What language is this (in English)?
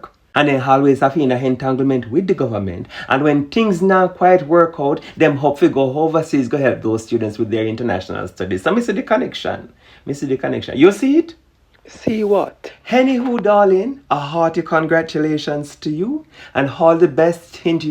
Jamaican Creole English